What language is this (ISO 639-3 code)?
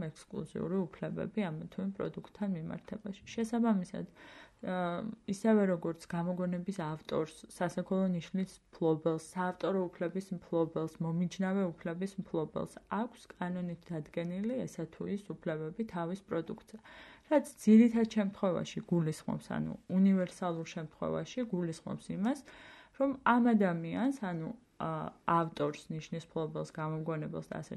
kat